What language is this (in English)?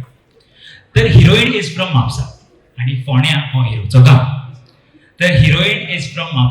Konkani